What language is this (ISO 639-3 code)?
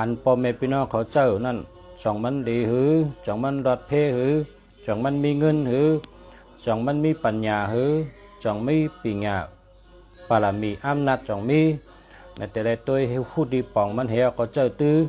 shn